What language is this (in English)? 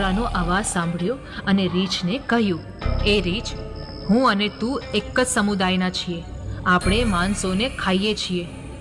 Gujarati